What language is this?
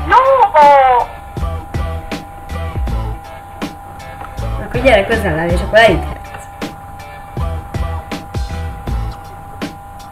Hungarian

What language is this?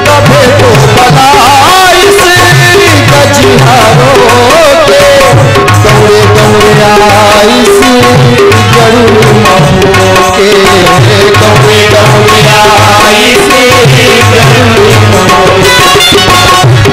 Chhattisgarhi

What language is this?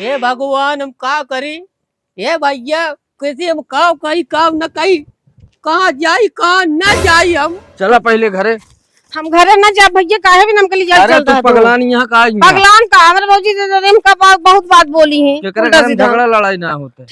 Awadhi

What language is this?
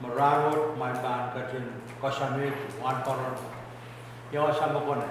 Pohnpeian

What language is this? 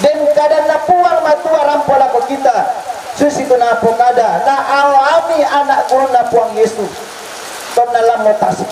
Toraja-Sa'dan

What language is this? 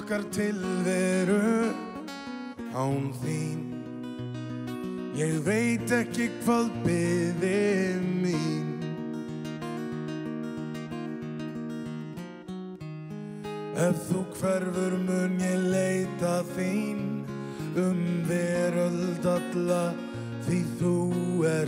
Icelandic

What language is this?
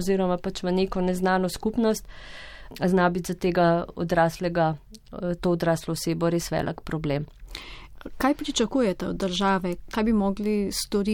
Slovenian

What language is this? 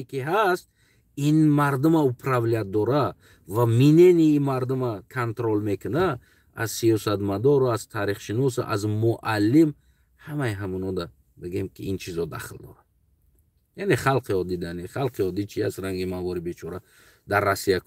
Tajik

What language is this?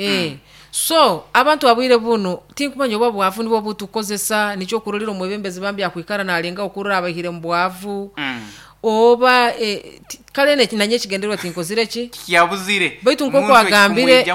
Nyoro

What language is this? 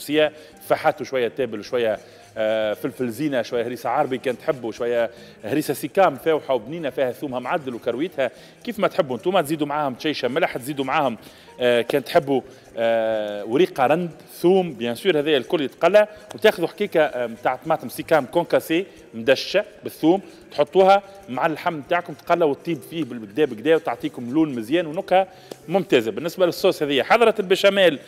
Tunisian Arabic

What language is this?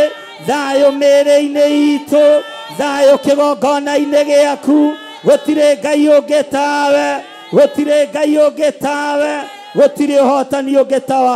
Kikuyu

